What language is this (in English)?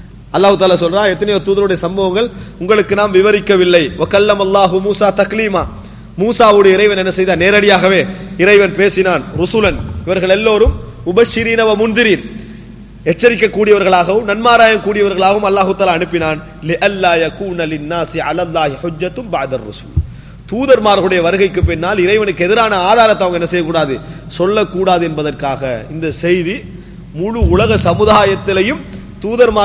Tamil